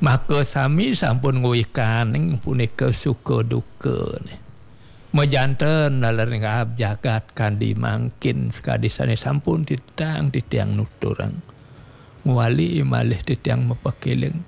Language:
Balinese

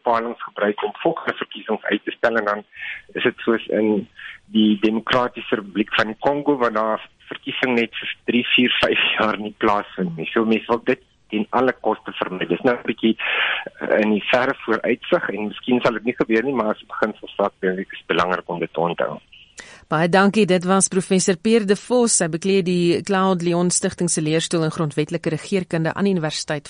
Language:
Afrikaans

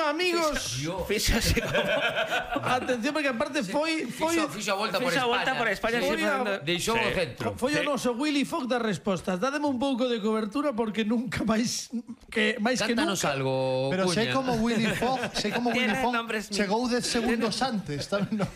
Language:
Galician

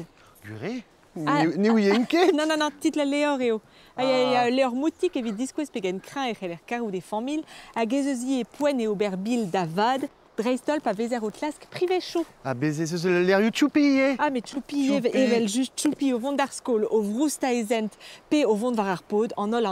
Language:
Breton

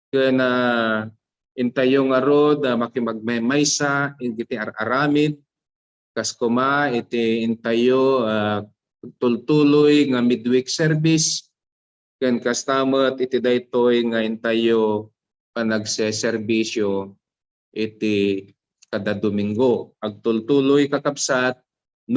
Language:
Iloko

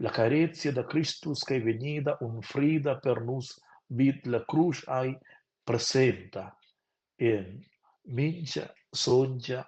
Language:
Romansh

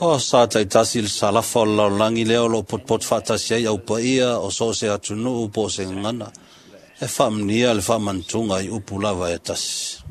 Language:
Samoan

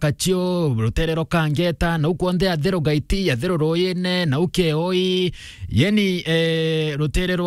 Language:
Meru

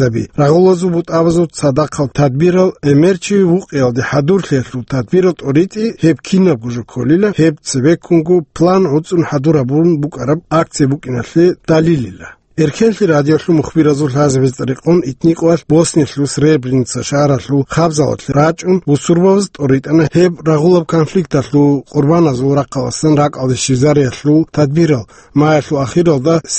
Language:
Avaric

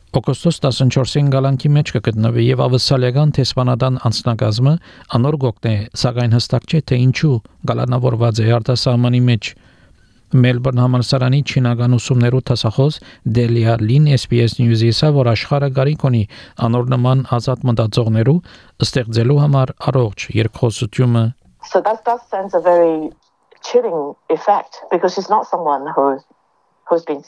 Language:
Armenian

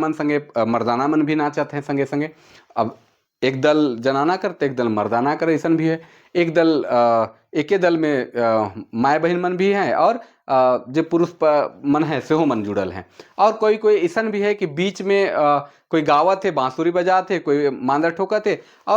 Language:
Sadri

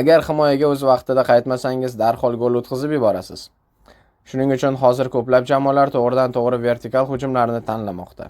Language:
Uzbek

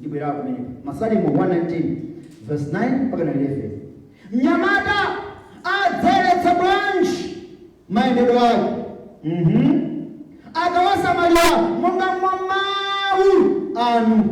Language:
Nyanja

